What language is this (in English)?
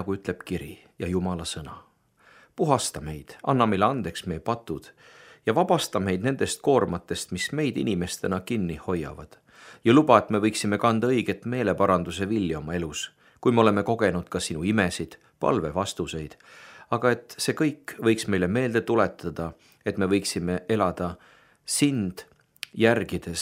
Estonian